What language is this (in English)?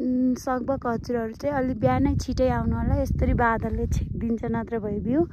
Nepali